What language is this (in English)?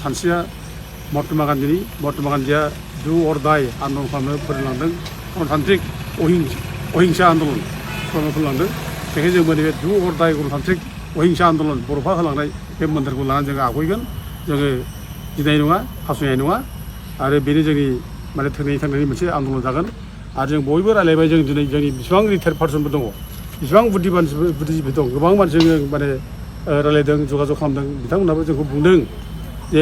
Bodo